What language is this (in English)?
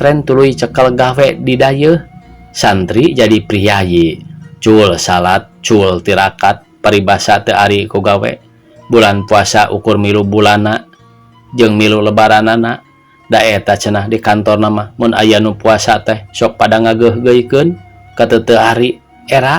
Sundanese